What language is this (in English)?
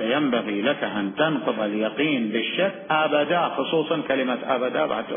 Mesopotamian Arabic